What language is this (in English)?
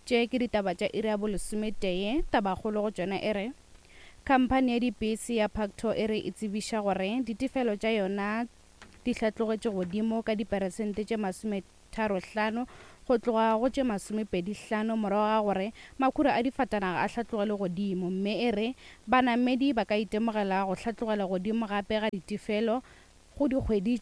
Northern Sotho